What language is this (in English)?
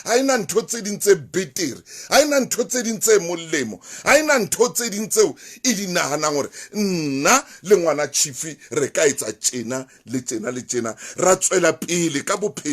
Southern Sotho